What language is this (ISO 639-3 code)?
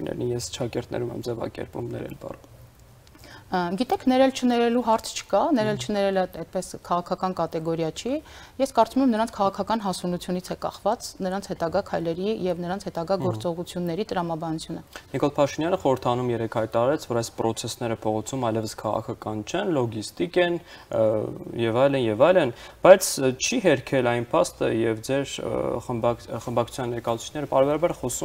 hye